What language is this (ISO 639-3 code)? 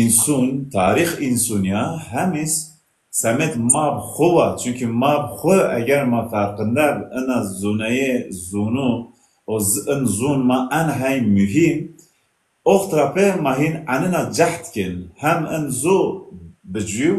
zza